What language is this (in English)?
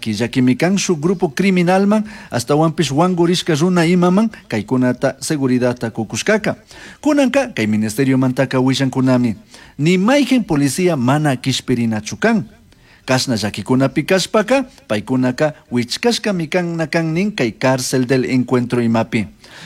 Chimborazo Highland Quichua